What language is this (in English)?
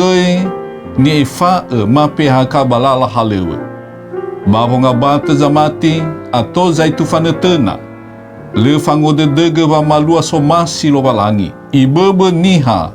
Nias